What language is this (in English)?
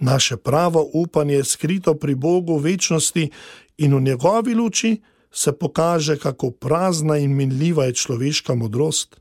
Slovenian